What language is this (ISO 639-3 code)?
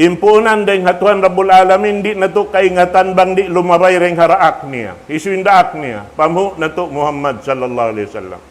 tsg